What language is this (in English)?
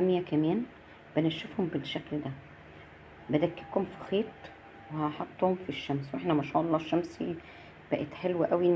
Egyptian Arabic